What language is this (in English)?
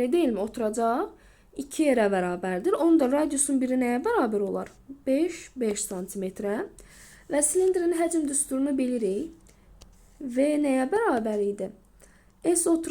Azerbaijani